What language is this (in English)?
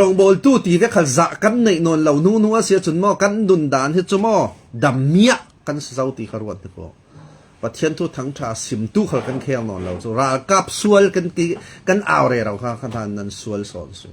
Falam Chin